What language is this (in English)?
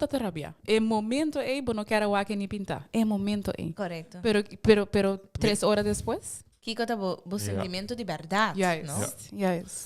Papiamento